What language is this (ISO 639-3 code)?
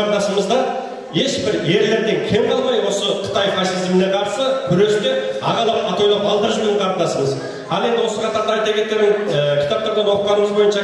kaz